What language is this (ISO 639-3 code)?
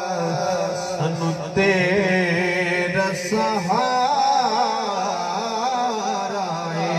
skr